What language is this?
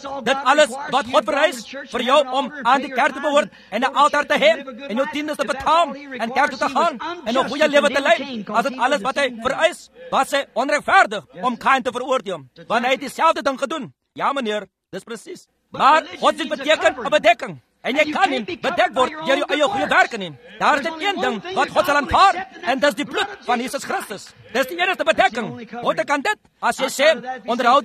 Afrikaans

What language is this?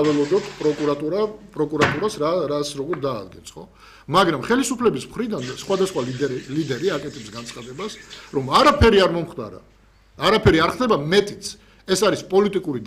Georgian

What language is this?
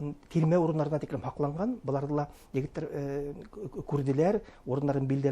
Bashkir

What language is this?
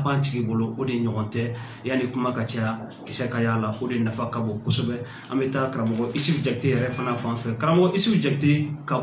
Bambara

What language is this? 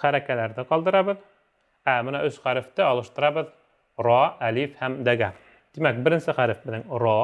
Bashkir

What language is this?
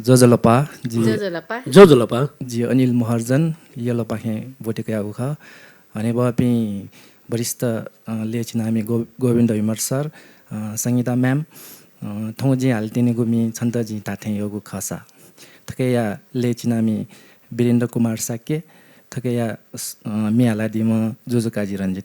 Newari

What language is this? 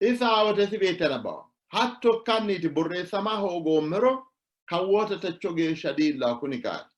Sidamo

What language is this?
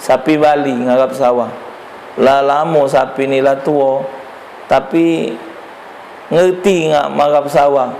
Musi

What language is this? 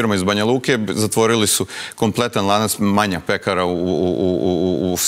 Serbian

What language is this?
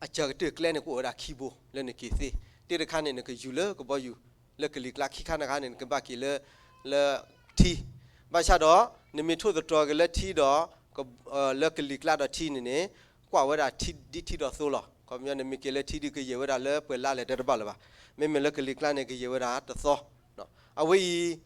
S'gaw Karen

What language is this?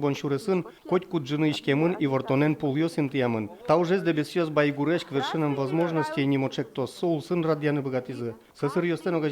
Udmurt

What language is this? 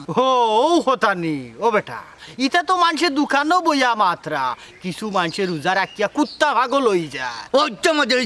Sylheti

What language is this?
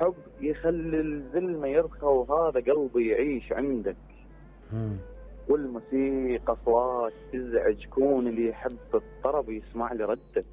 Mesopotamian Arabic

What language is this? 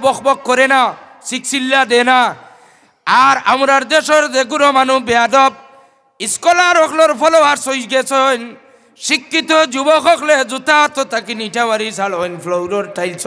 Sylheti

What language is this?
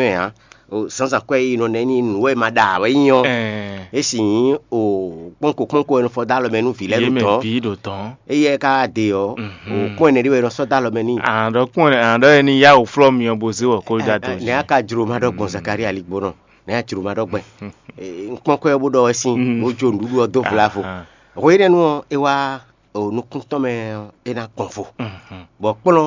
Fon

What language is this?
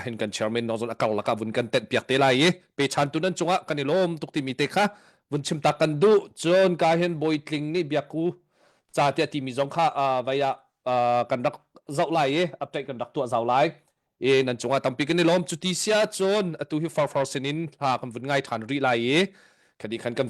Hakha Chin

